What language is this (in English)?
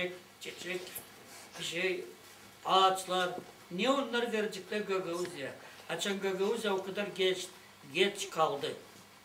Gagauz